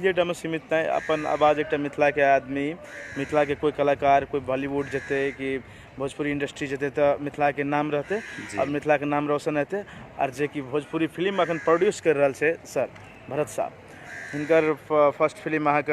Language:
Maithili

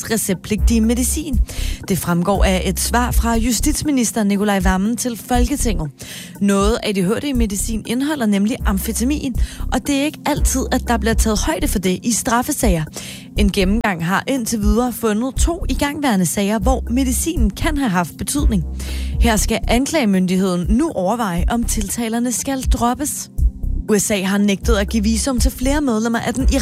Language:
Danish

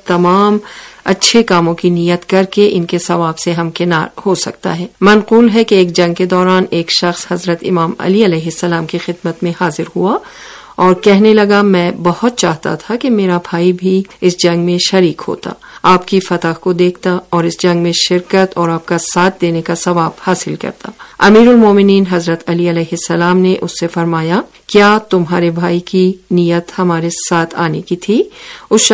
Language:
Urdu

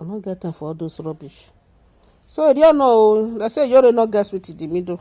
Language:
Nigerian Pidgin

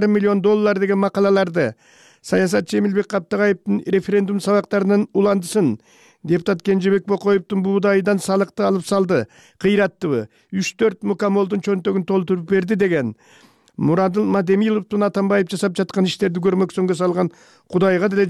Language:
Kyrgyz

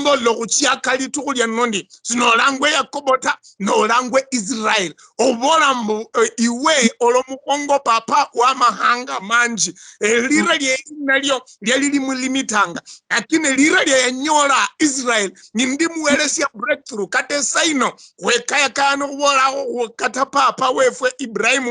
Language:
Luyia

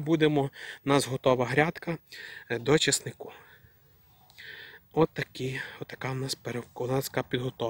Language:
Ukrainian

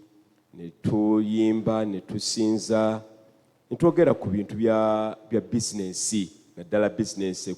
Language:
Ganda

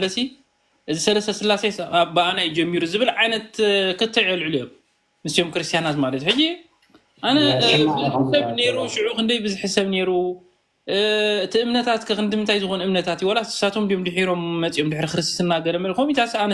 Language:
Tigrinya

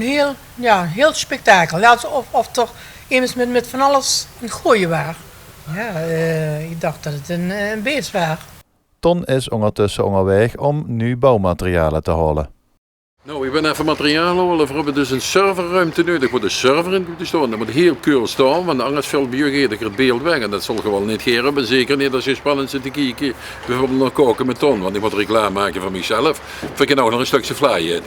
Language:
Limburgish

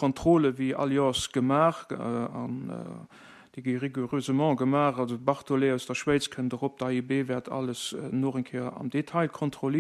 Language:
Luxembourgish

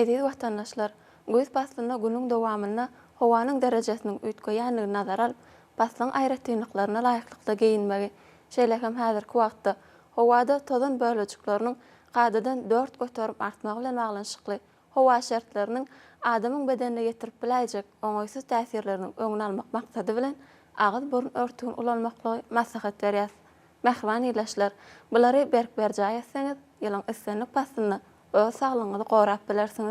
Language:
Turkmen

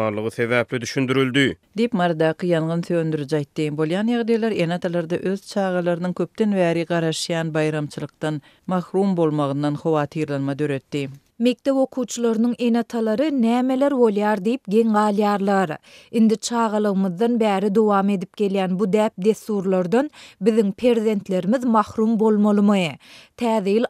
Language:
Turkmen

